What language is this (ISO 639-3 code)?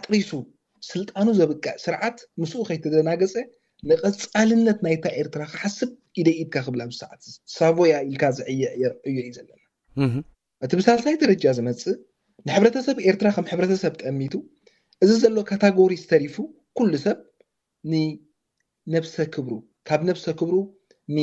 tir